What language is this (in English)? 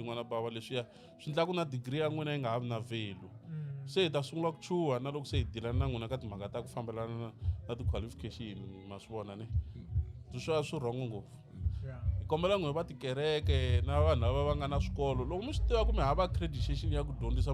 Tsonga